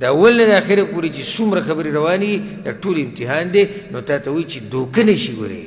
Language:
Pashto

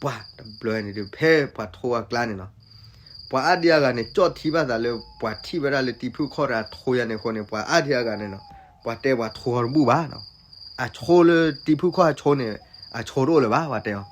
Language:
S'gaw Karen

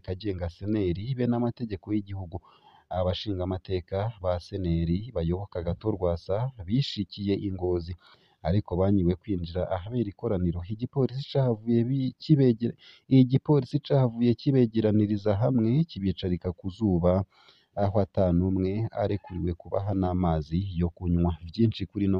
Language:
Rundi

